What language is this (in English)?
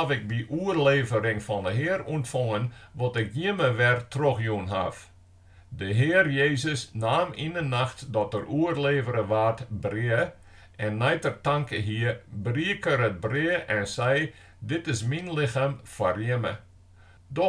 Western Frisian